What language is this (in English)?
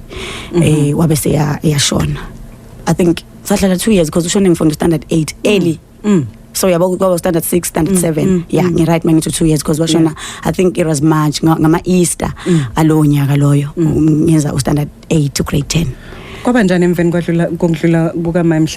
Zulu